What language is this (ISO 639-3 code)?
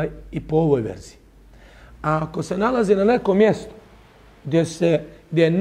bos